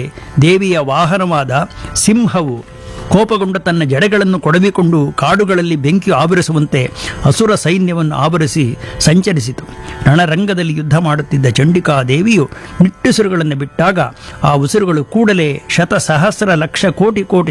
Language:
Kannada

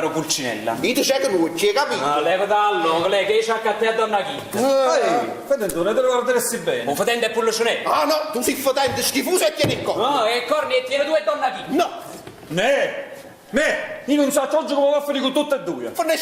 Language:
Neapolitan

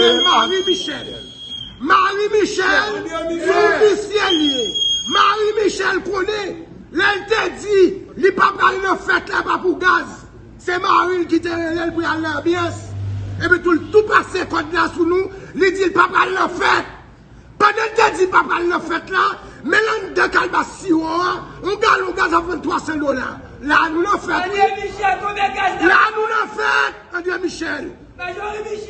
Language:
Haitian Creole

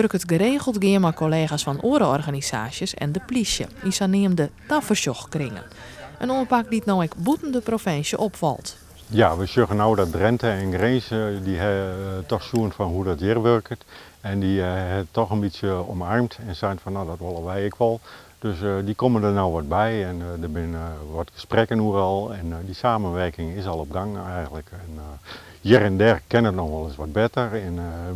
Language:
Western Frisian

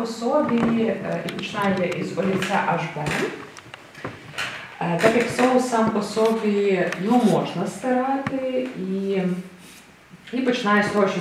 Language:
Ukrainian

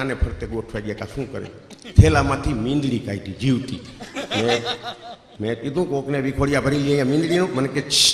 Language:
Gujarati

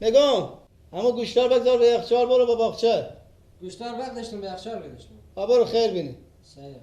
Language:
Persian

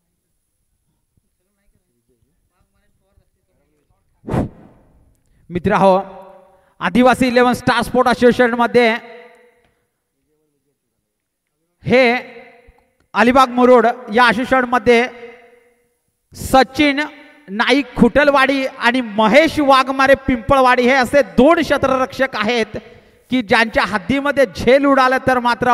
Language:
Marathi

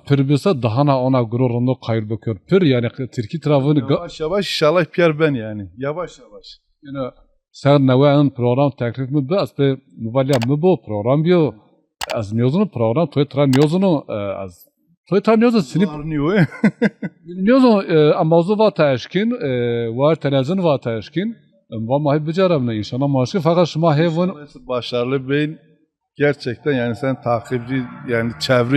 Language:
Zaza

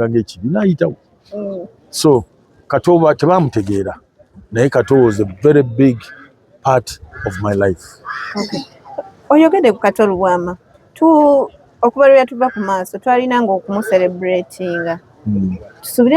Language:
Ganda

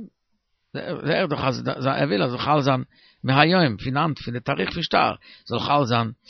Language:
Yiddish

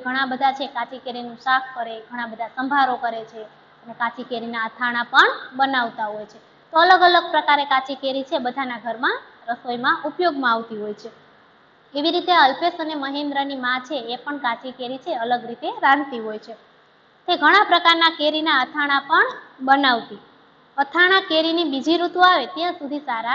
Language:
Gujarati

